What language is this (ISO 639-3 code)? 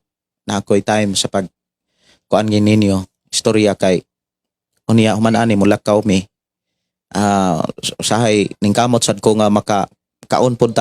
ceb